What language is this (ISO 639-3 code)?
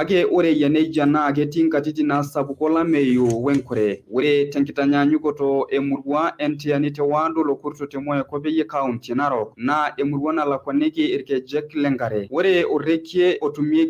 mas